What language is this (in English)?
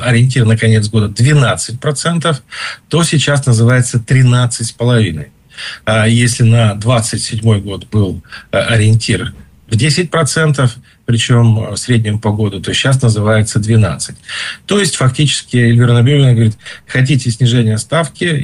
Russian